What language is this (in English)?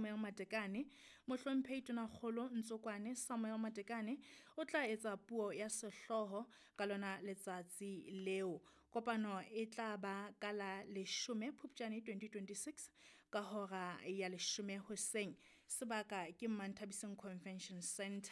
Southern Sotho